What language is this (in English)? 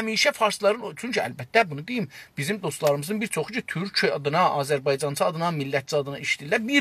South Azerbaijani